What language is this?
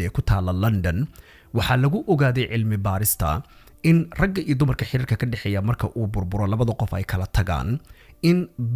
Somali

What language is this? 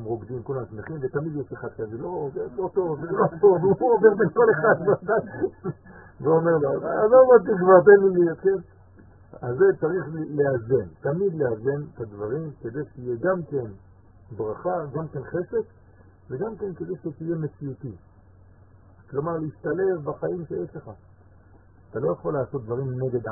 Hebrew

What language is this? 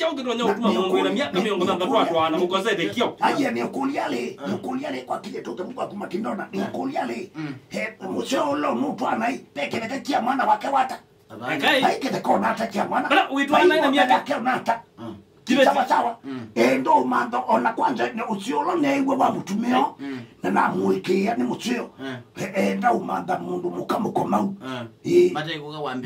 Kamba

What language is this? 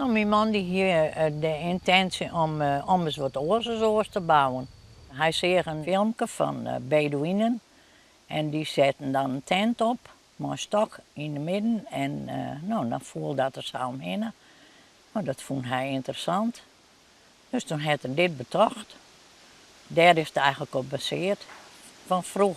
Western Frisian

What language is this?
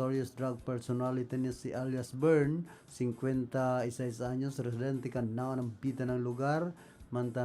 Bikol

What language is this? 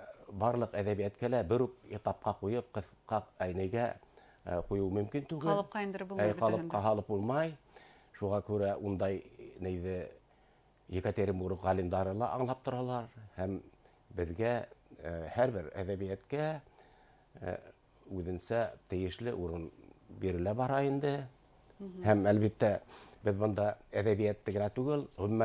Bashkir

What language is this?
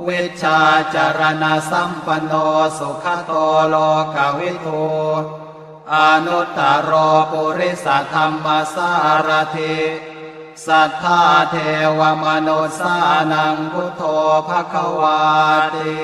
Pali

